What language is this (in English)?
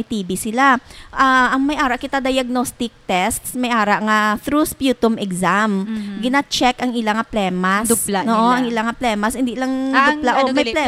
Hiligaynon